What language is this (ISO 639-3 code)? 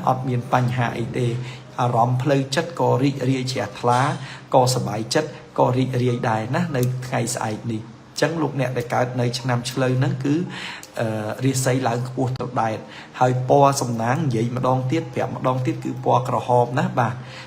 khm